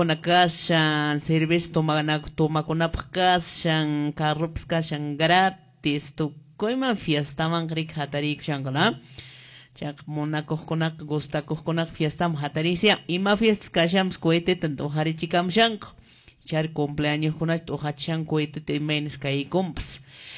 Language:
Quechua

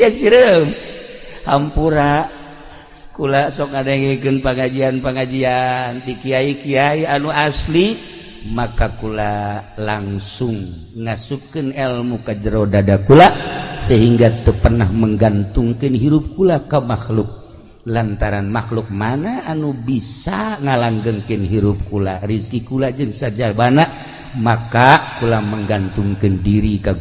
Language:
Sundanese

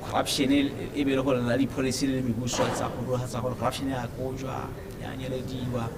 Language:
Tswana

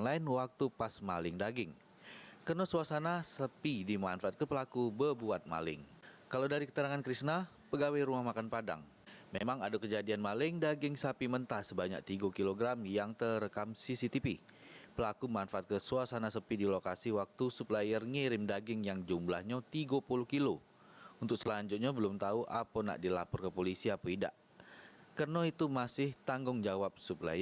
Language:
Musi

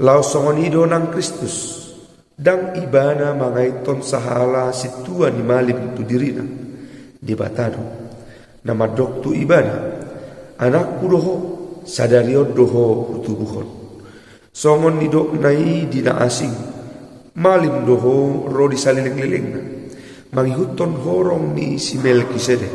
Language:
Batak Toba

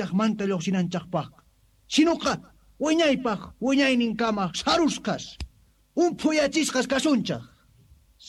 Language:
Quechua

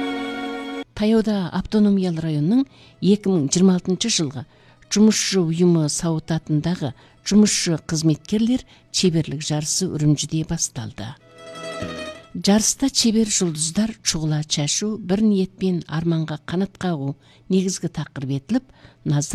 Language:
Kazakh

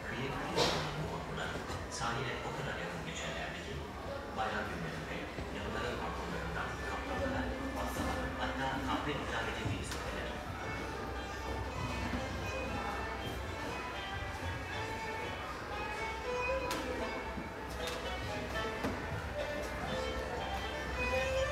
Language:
Turkish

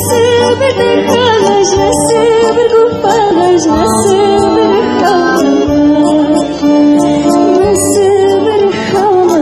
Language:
Kabardian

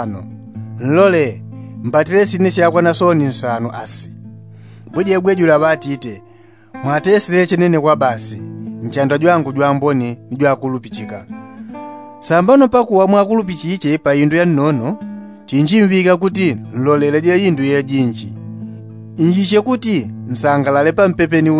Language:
Yao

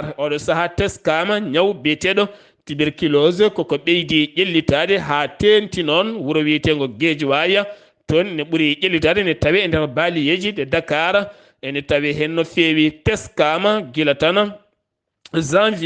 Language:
Fula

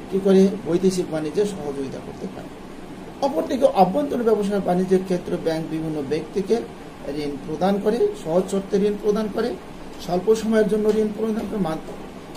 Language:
Bangla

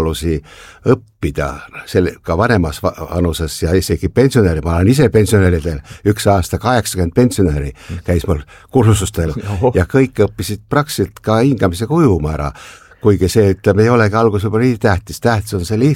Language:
Estonian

